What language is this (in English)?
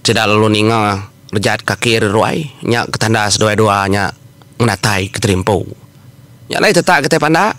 Iban